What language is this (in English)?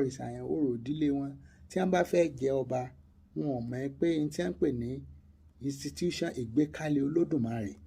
Yoruba